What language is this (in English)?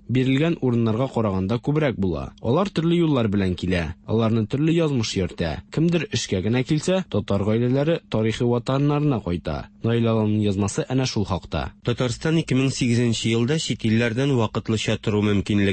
Tatar